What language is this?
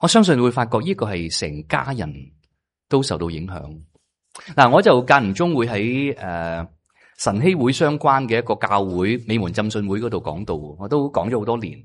Cantonese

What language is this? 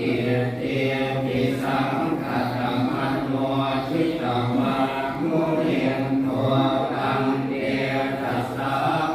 Pali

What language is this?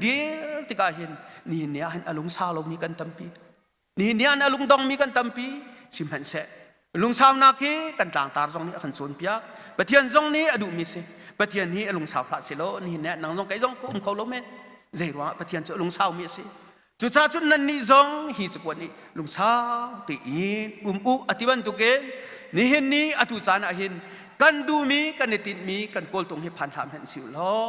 Hakha Chin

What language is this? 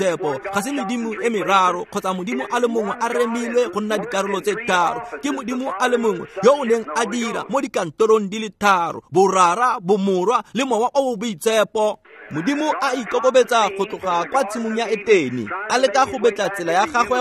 Tswana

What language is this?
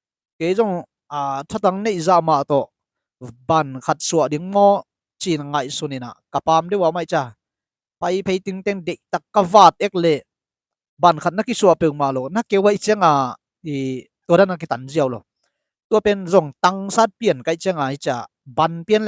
Tedim Chin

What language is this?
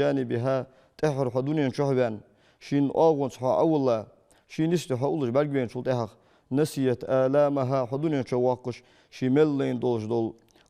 Ingush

